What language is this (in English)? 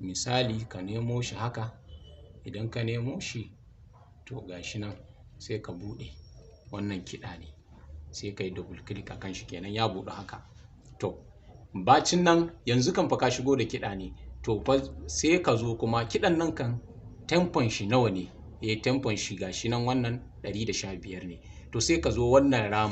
Hausa